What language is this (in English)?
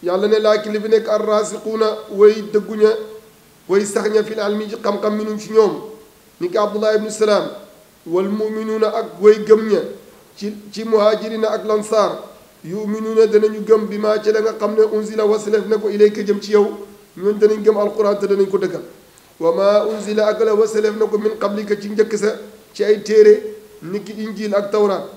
Wolof